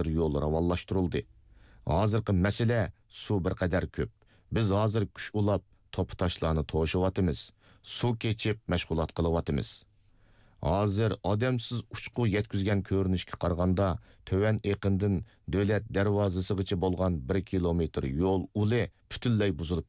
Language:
Uyghur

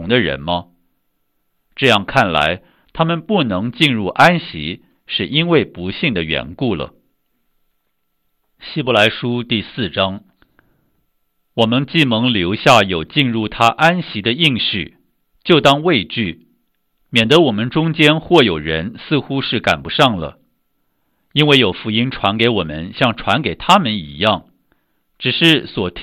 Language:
Chinese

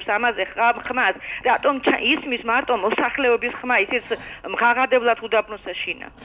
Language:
Georgian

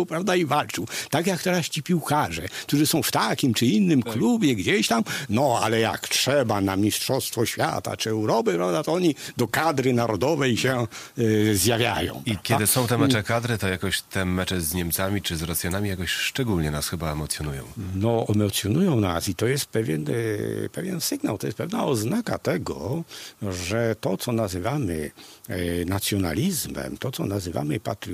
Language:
Polish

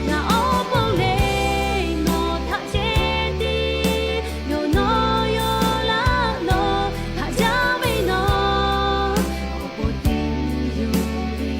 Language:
Lahu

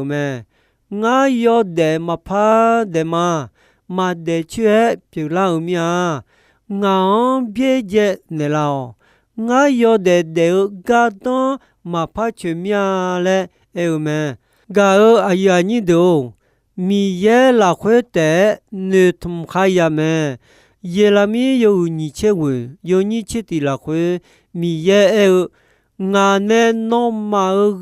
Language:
Akha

